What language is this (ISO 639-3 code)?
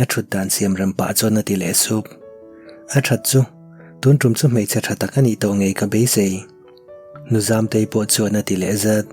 lus